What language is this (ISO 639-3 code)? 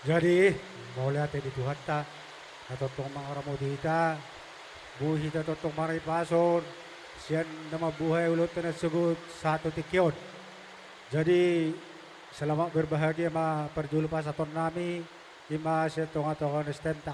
bbc